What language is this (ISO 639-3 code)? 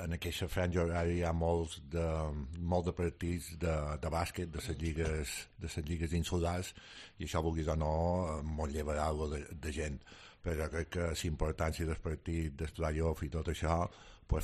cat